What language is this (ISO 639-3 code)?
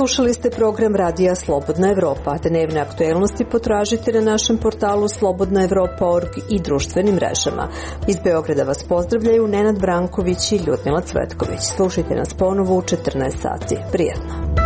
srp